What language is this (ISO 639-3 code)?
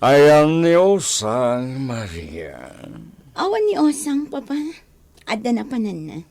ilo